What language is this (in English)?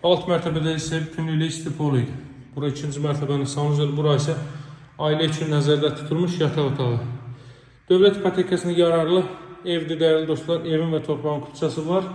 Azerbaijani